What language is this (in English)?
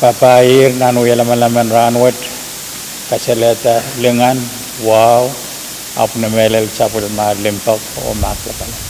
Pohnpeian